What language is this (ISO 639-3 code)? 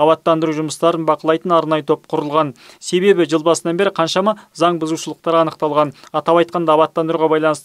kaz